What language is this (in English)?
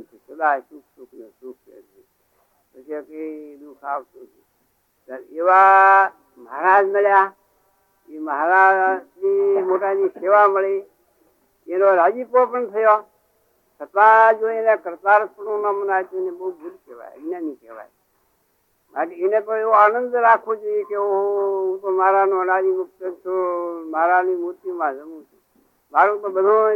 Gujarati